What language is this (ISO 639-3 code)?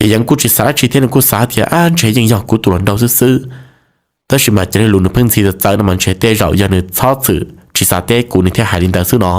hmn